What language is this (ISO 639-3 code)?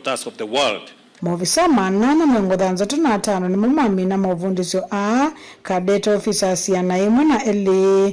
kam